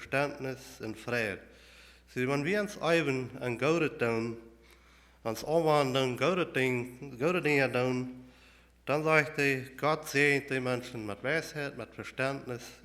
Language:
Plautdietsch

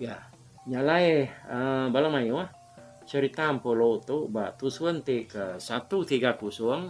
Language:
Iban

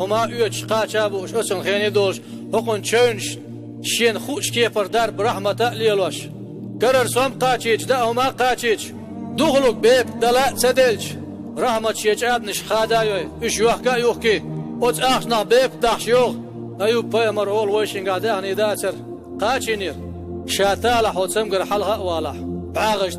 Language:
Chechen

